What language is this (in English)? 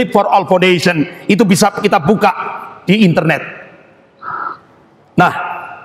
Indonesian